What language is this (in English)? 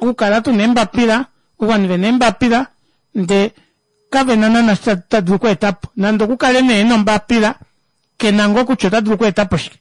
Kuanyama